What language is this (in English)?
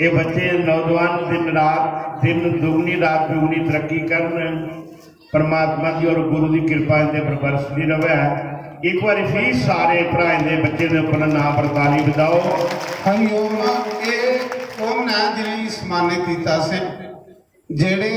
Dogri